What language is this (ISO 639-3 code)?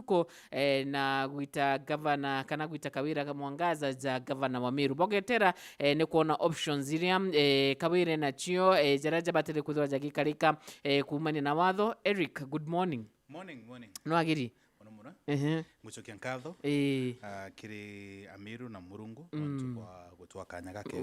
mer